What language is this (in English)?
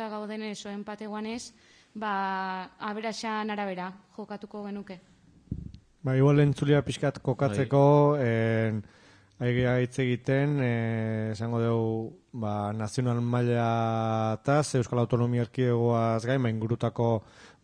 Basque